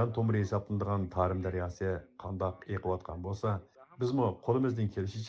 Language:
Uyghur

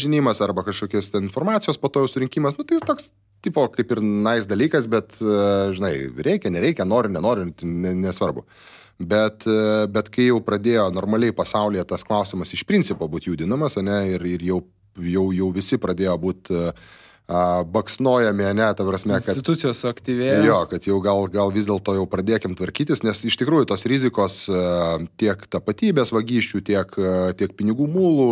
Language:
Lithuanian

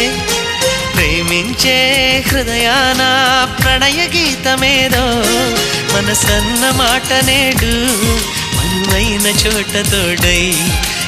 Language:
Telugu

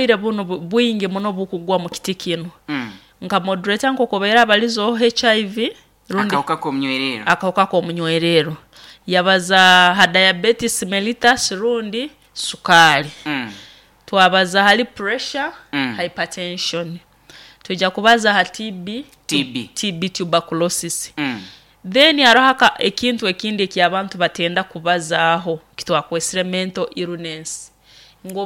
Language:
Nyoro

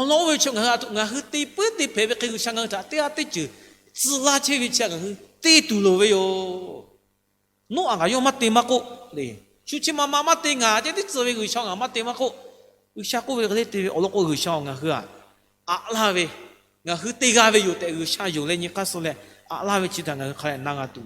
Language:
Lahu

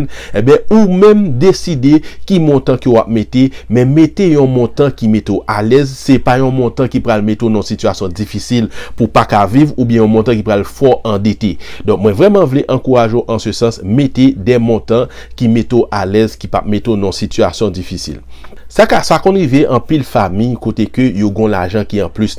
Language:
Haitian Creole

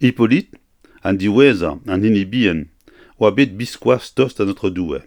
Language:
Breton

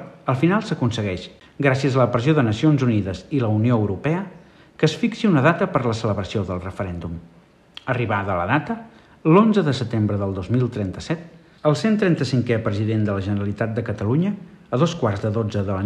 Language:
Catalan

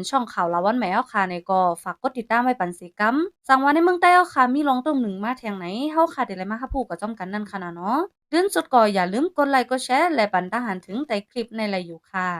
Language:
Shan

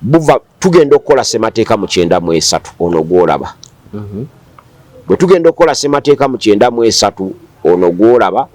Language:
Ganda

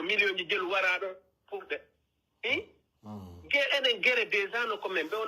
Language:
Pular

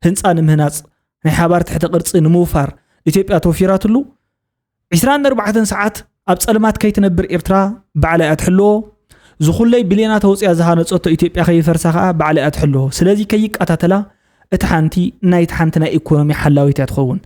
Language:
Tigrinya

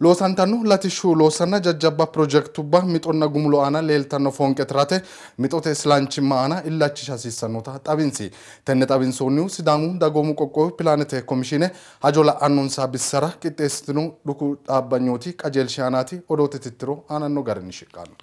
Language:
Sidamo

